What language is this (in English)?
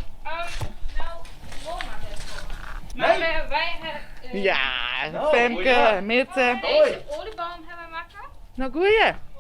Western Frisian